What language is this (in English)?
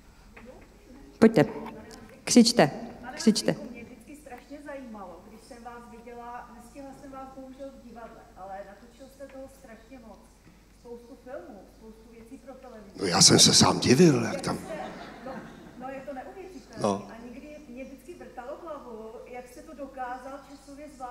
Czech